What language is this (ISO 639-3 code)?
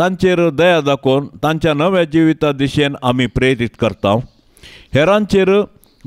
kok